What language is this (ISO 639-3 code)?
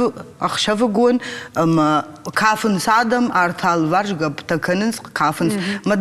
oss